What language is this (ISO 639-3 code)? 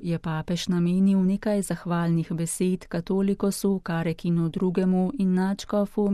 slv